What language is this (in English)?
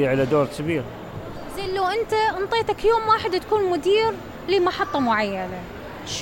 Mesopotamian Arabic